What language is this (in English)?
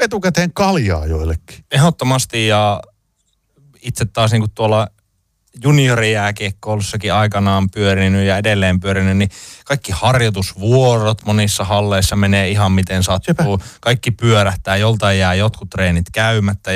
Finnish